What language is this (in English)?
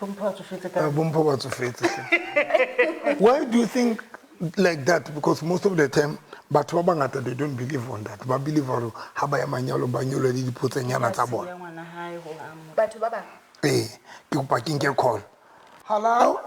Southern Sotho